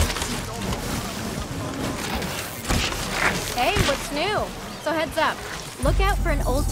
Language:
English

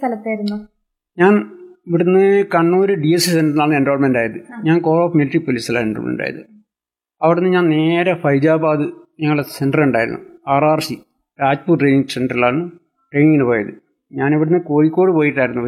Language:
Malayalam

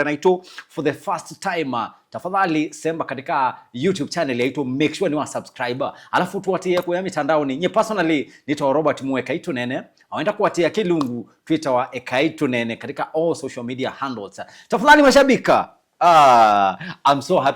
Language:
Kamba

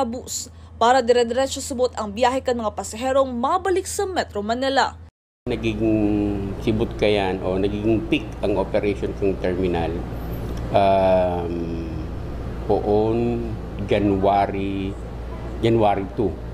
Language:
Bikol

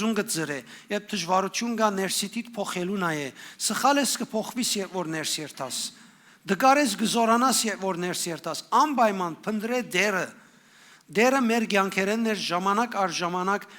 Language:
Western Armenian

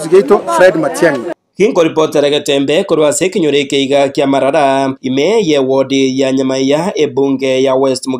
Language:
Gusii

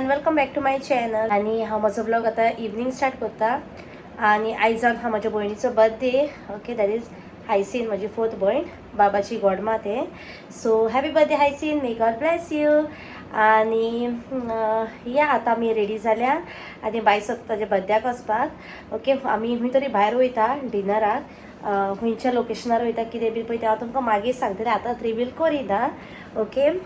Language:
Konkani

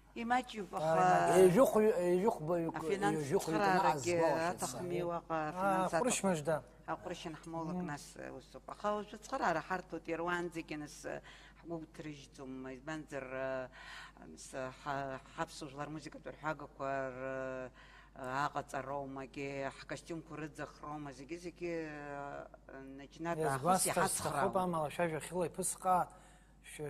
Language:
Abkhazian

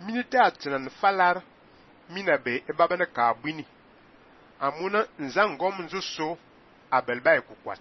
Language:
Fang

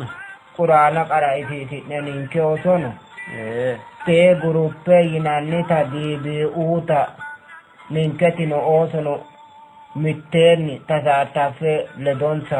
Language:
Sidamo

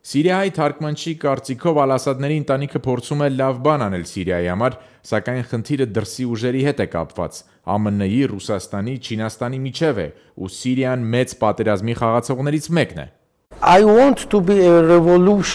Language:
Armenian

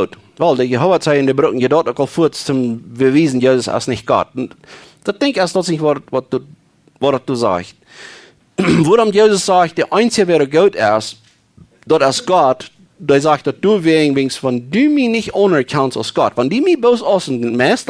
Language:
Plautdietsch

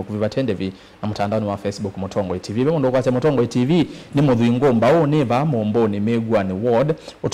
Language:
Kamba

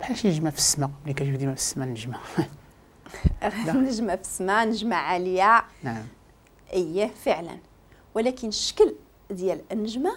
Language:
Moroccan Arabic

